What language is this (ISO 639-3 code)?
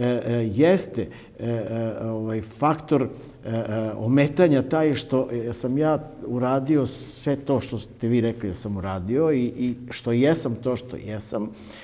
srp